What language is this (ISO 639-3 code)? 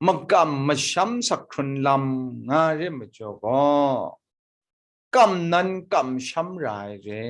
kac